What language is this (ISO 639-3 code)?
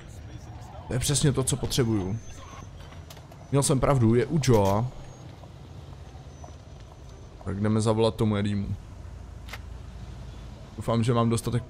ces